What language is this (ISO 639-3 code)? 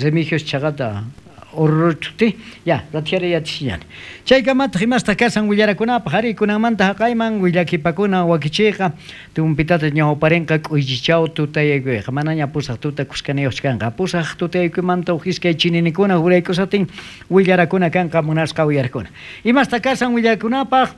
quh